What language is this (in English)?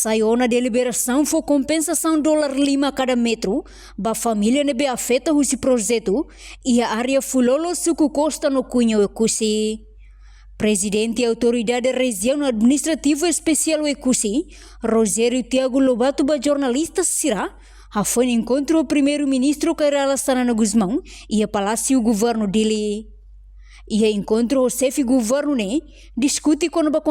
Tetum